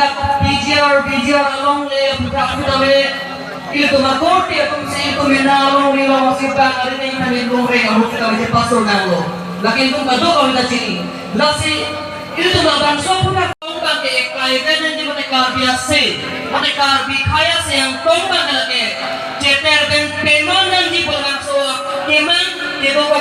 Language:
Karbi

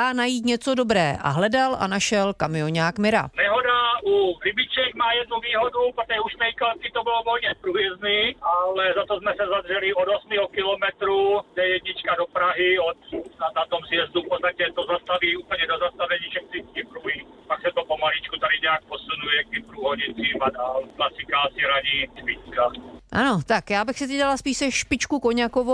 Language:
Czech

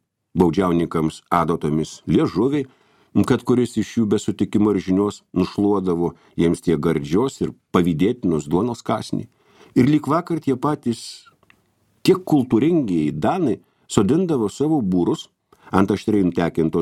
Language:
Lithuanian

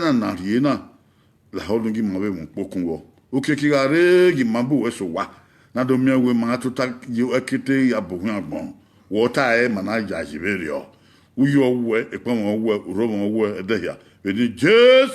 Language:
Bini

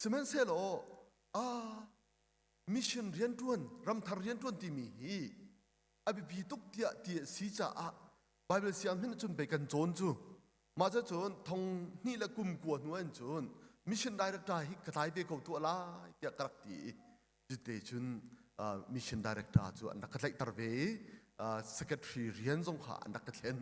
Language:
Hakha Chin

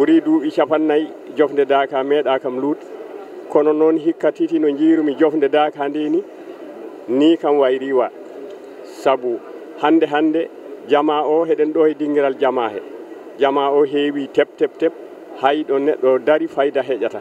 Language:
Fula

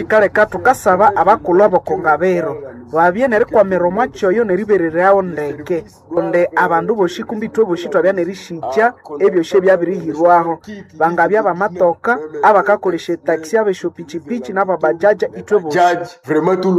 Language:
Nande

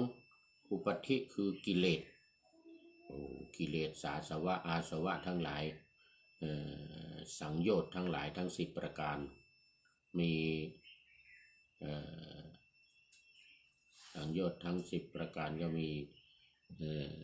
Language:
Thai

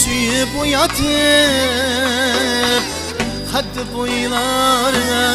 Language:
Kara-Kalpak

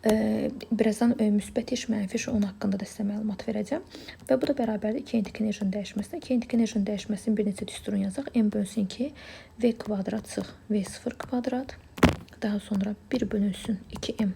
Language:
Azerbaijani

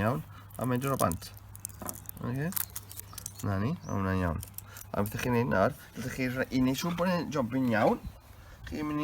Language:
Welsh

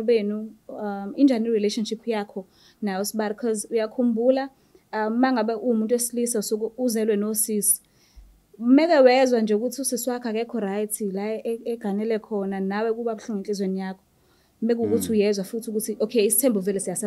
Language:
Zulu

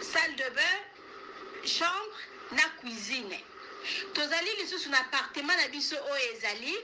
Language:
Lingala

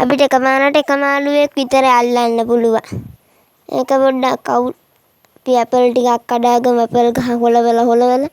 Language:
Sinhala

